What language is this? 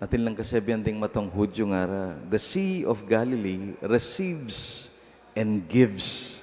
Pampanga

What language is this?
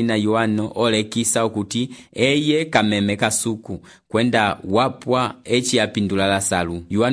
Umbundu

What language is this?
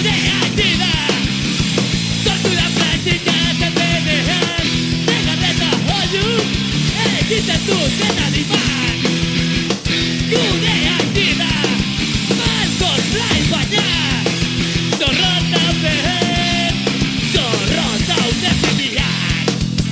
Basque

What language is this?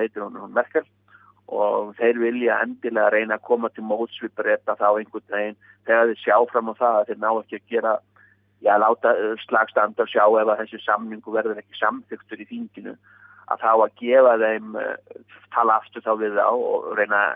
Icelandic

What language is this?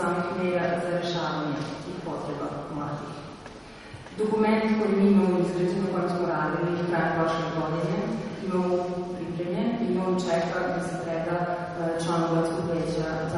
Serbian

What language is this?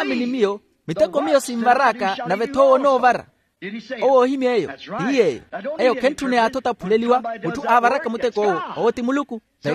Makhuwa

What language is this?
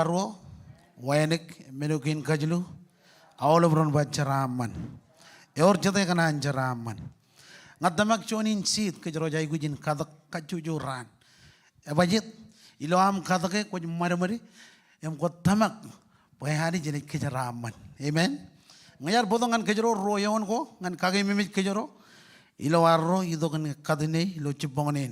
Marshallese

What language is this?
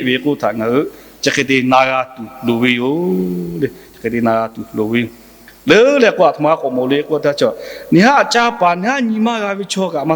Lahu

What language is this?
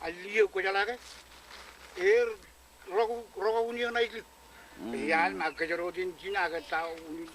Marshallese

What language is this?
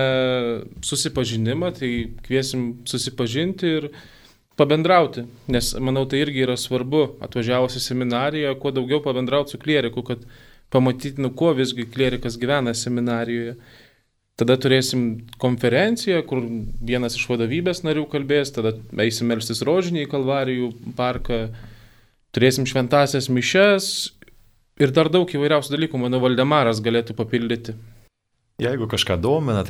Lithuanian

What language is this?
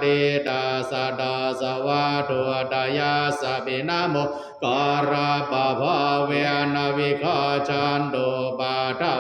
Pali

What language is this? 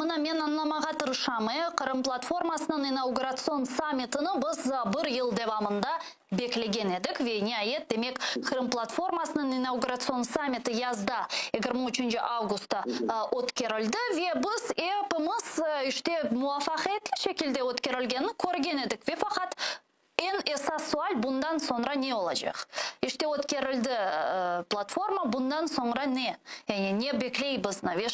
Crimean Tatar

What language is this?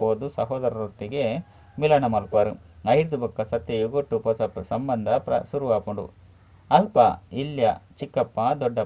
Tulu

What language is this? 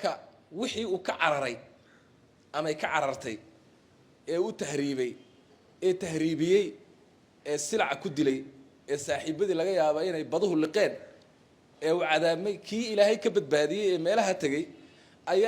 Somali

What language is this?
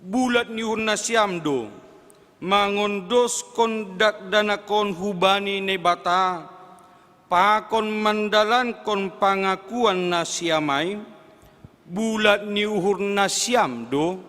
Batak Simalungun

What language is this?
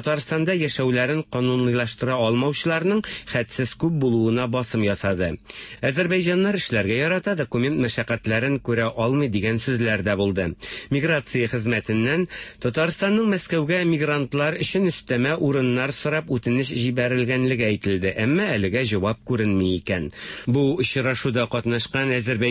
Tatar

